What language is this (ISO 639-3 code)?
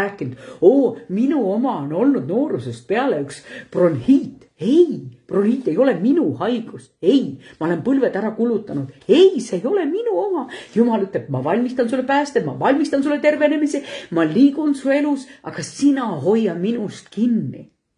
est